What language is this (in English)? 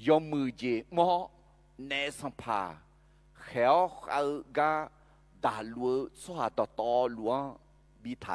Akha